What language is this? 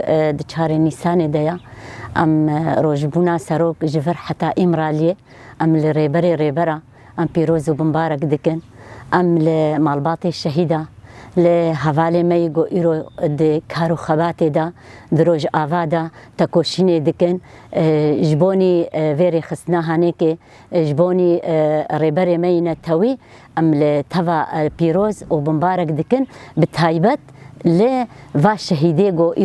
Kurdish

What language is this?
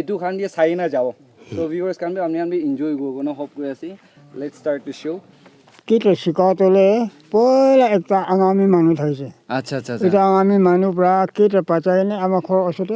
Naga Pidgin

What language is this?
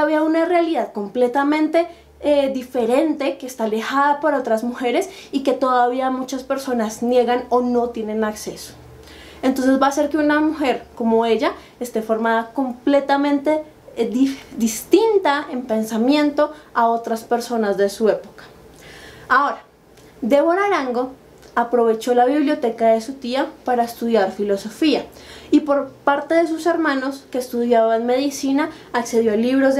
Spanish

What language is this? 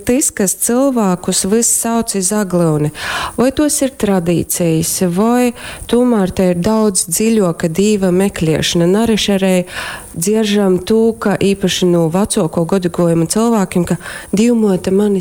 Latgalian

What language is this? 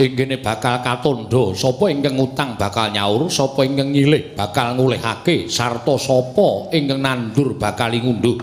Javanese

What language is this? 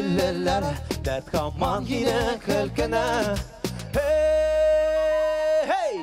Bashkir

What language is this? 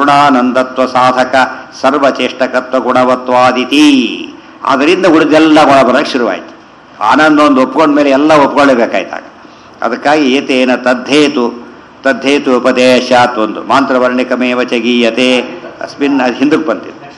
Kannada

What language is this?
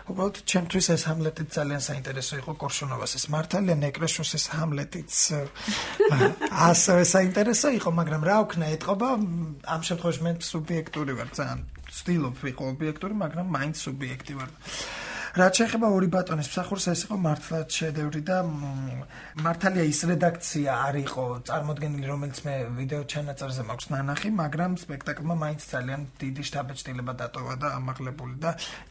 Georgian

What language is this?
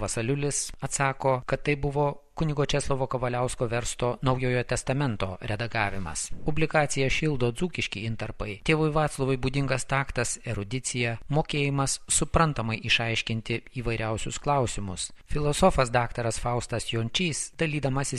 Lithuanian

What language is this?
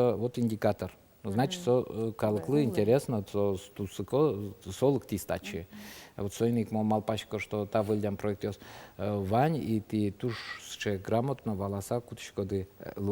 Udmurt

